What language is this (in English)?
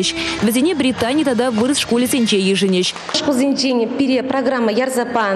Chuvash